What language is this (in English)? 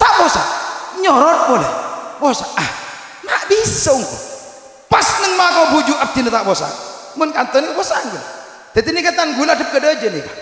Madurese